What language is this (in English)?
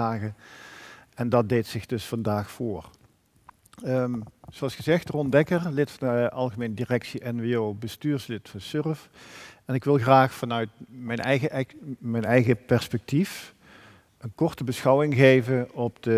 Dutch